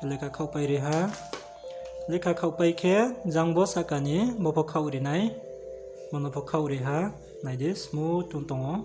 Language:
Riang (India)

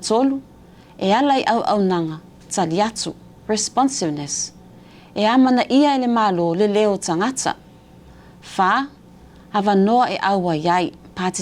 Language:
Samoan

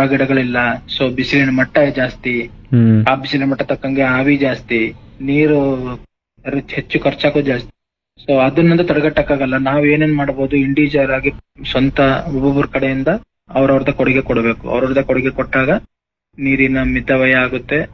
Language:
Kannada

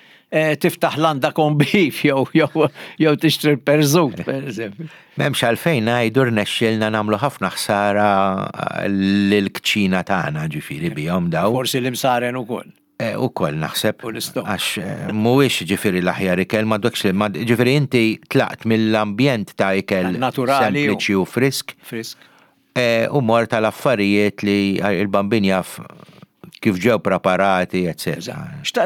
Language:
Maltese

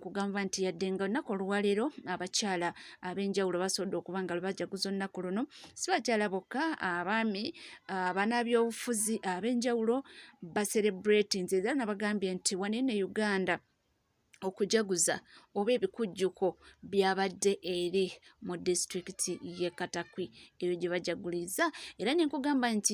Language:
Ganda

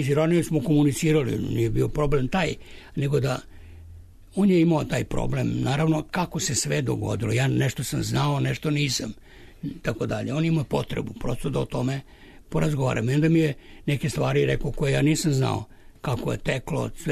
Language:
Serbian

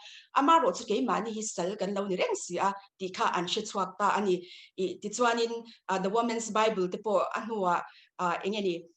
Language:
Mizo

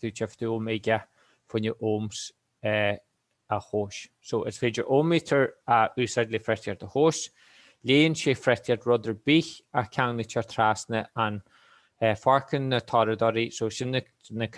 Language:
Irish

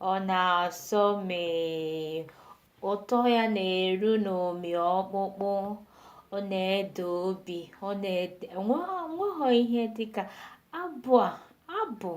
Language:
Igbo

